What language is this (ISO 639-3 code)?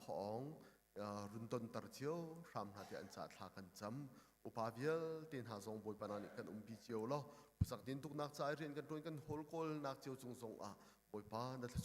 cnh